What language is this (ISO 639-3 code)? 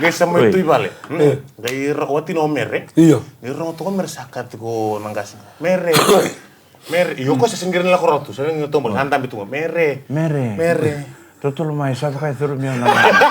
fij